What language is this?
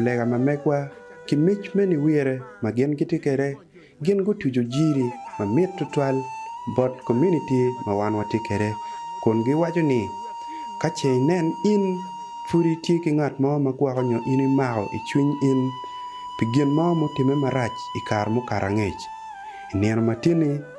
Acoli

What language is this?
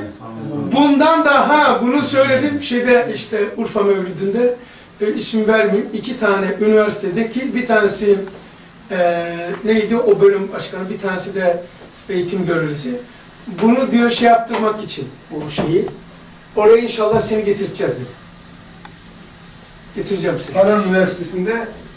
Turkish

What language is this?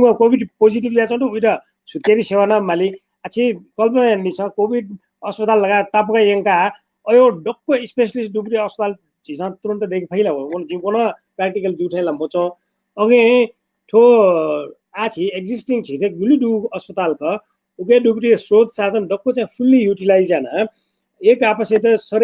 Newari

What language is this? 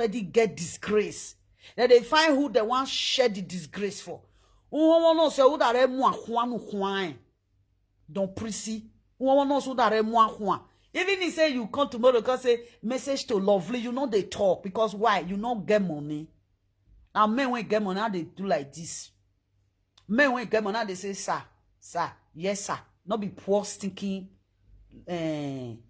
Nigerian Pidgin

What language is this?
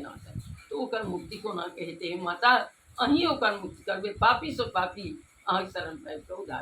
Maithili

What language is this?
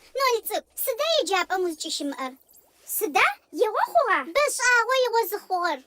Adyghe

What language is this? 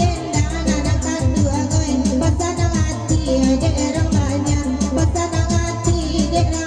Minangkabau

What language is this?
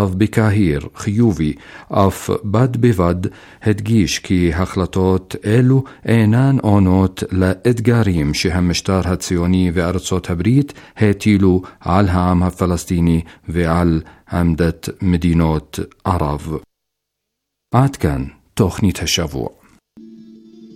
Hebrew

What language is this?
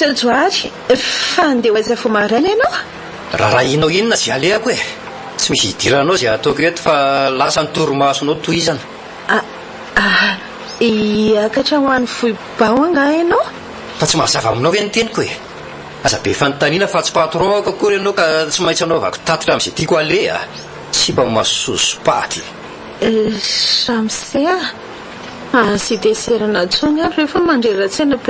Malagasy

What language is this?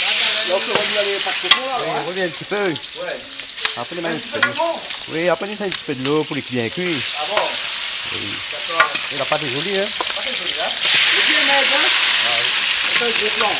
Réunion Creole French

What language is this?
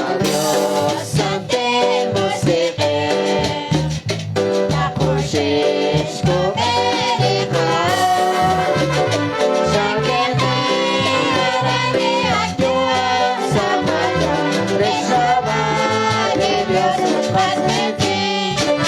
Kekchí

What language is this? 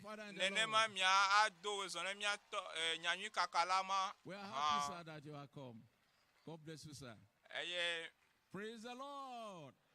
Ewe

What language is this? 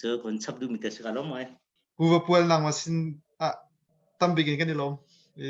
Hakha Chin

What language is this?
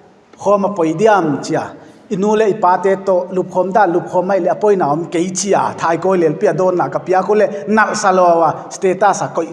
Paite Chin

